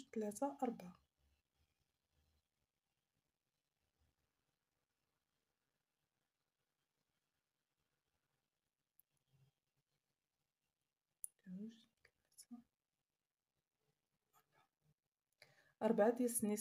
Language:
Moroccan Arabic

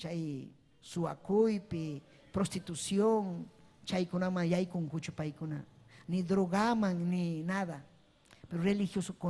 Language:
Ayacucho Quechua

